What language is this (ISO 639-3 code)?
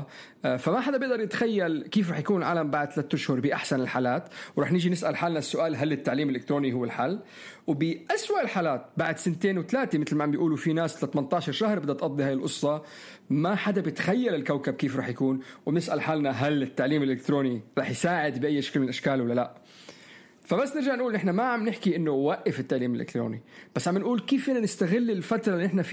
apc